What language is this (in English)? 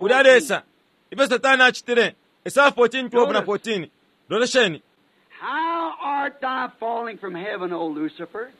Bemba